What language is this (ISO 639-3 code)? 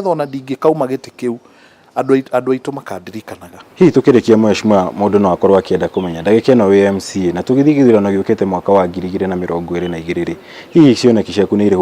kik